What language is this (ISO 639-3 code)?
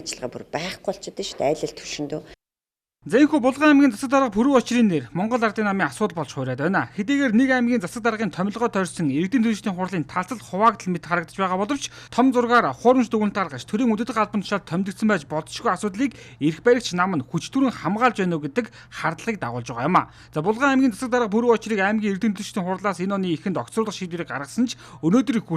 mon